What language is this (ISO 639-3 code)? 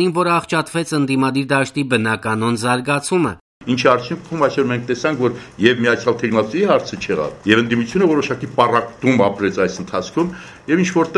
hye